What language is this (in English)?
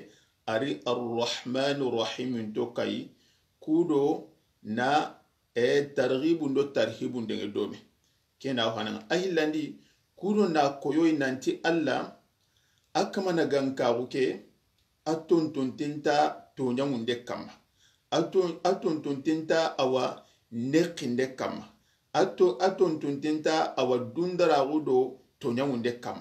Soninke